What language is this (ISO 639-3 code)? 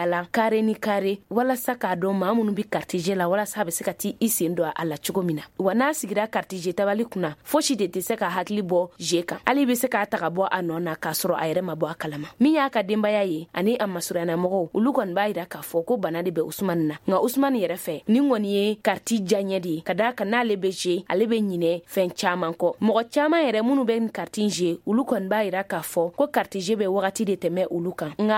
bam